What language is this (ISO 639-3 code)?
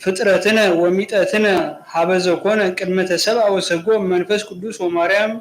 gez